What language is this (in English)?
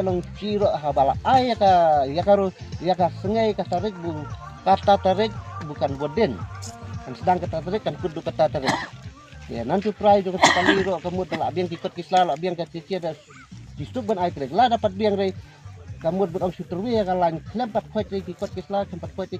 Khasi